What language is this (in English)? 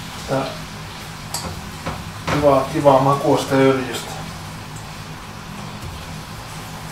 Finnish